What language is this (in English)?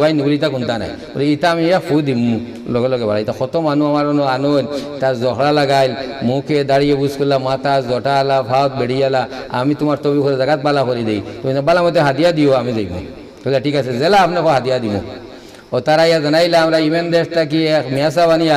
Sylheti